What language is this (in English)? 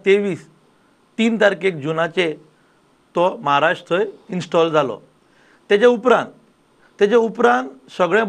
Konkani